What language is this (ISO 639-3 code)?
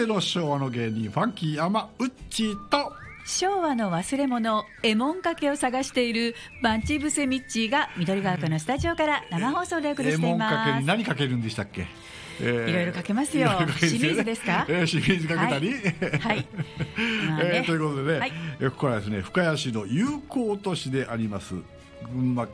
jpn